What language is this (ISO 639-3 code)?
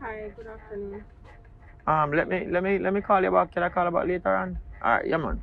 jam